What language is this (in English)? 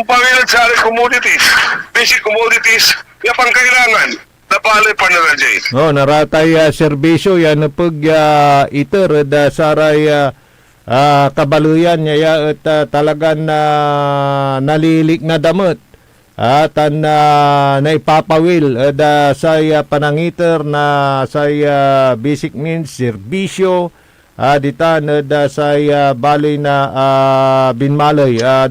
Pangasinan